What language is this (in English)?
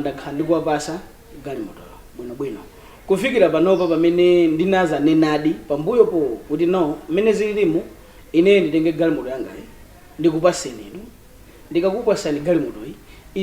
Nyanja